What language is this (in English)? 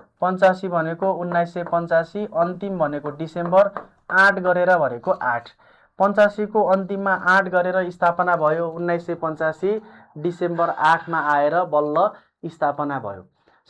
Nepali